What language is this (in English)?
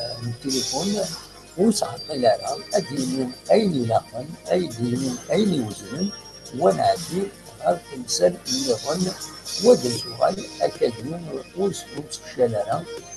Kabyle